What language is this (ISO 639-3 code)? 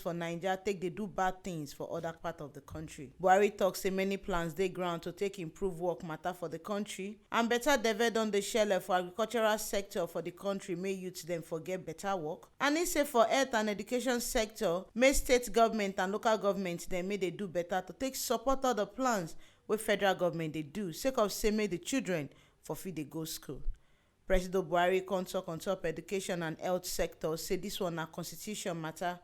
pcm